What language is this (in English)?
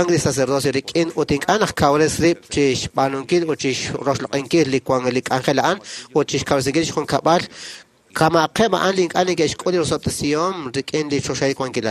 Kekchí